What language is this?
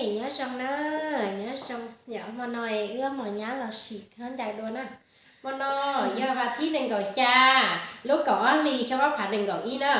Hmong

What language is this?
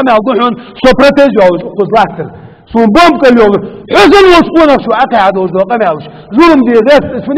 Chechen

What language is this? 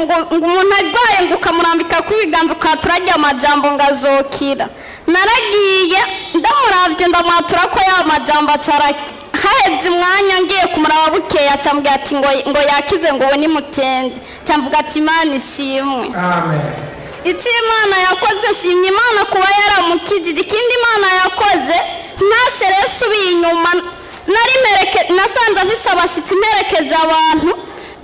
Rundi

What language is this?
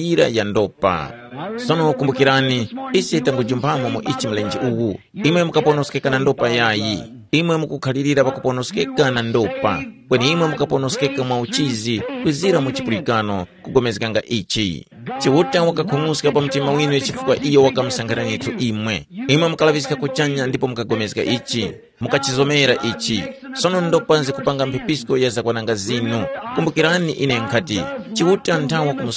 Tumbuka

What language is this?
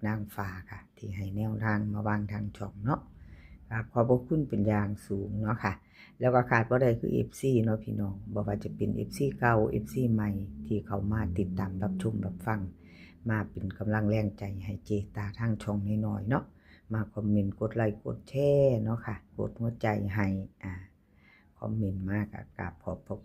Northeastern Thai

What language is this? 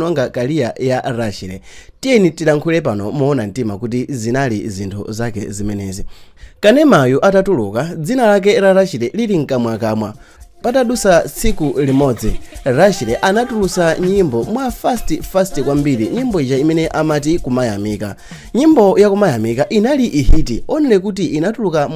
Nyanja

